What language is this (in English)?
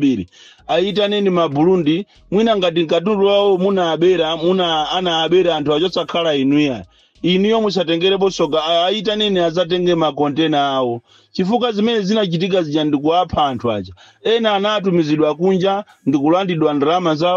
Nyanja